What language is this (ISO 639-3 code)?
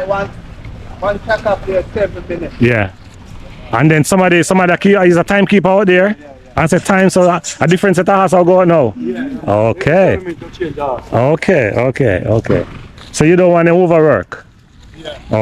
jam